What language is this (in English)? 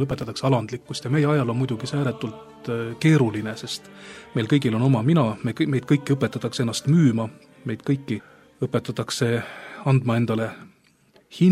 Estonian